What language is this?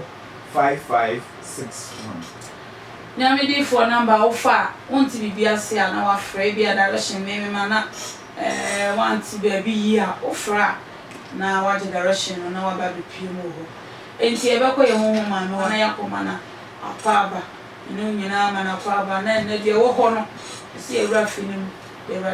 Akan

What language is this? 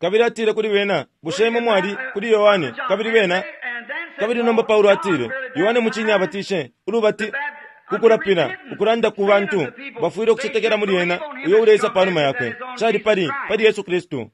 Bemba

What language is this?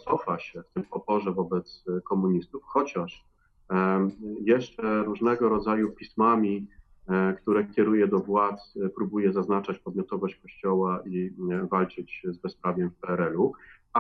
Polish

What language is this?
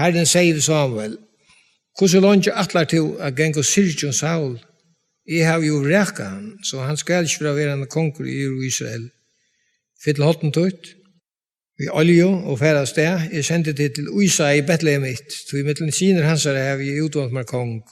Faroese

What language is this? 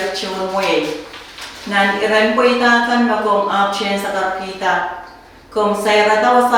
Pohnpeian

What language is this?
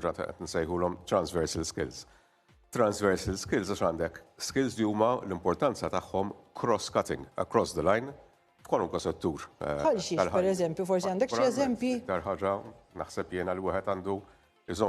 Maltese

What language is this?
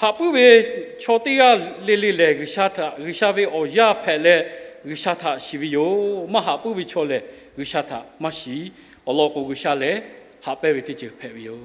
Lahu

